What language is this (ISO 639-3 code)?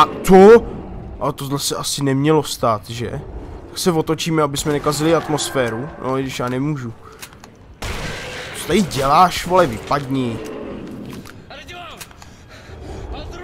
ces